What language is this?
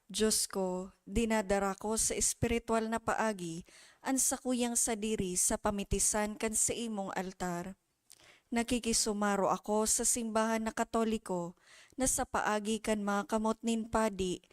Bikol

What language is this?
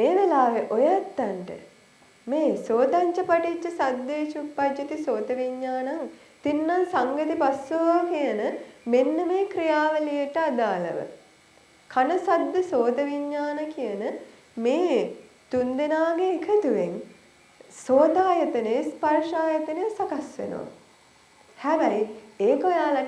Sinhala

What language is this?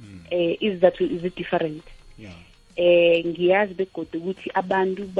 South Ndebele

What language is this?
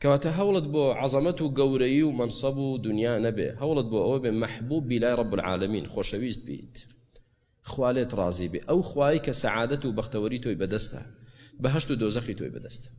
Central Kurdish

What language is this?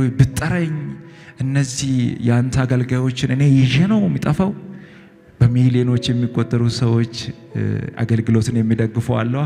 Amharic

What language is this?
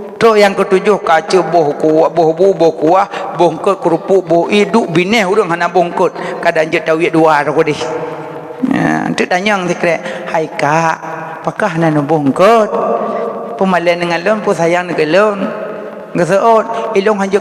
Achinese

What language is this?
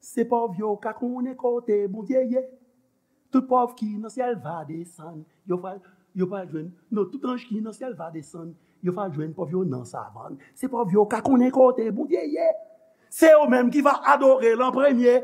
Haitian Creole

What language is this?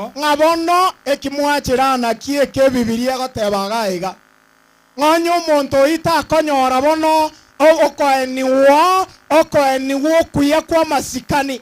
Gusii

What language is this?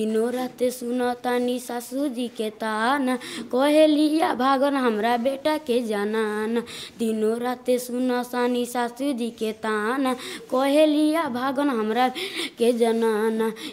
Nepali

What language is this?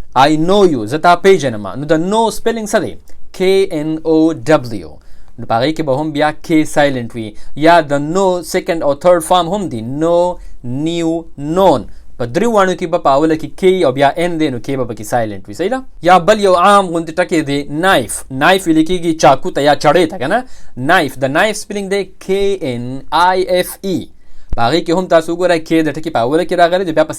Pashto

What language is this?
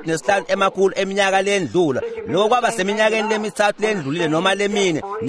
Swati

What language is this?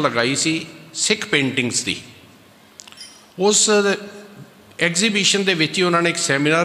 Punjabi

